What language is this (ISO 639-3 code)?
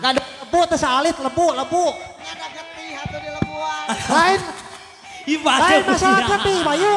sun